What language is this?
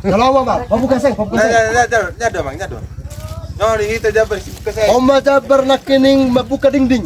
Batak Toba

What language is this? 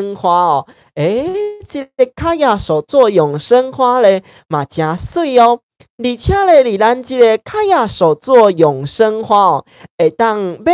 Min Nan Chinese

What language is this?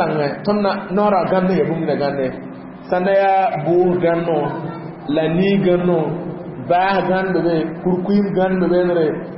Mossi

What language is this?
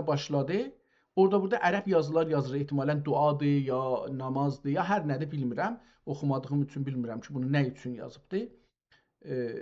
South Azerbaijani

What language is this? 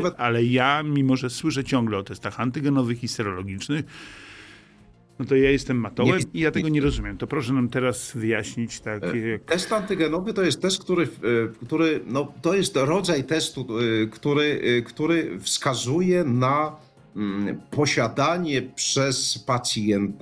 Polish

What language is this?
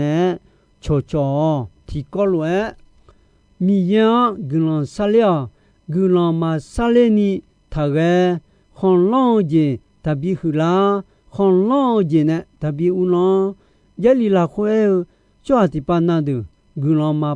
Akha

